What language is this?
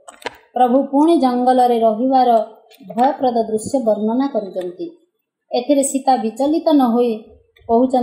Odia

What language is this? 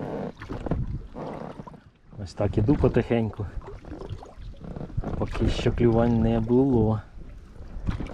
Ukrainian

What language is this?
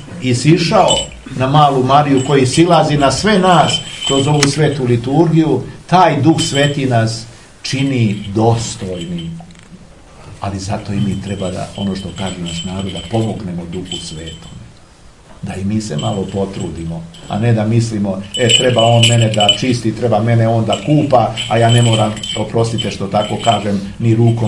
Serbian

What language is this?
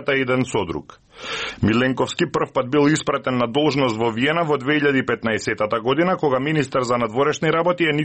Macedonian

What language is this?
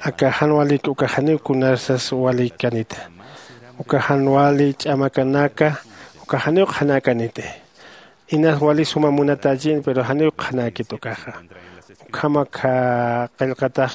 Aymara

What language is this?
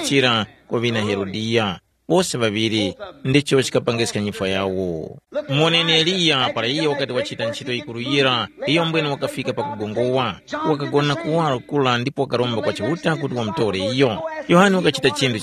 Tumbuka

